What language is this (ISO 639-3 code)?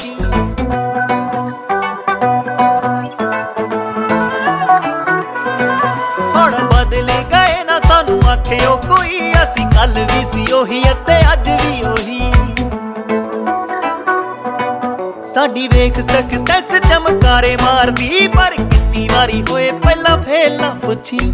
pan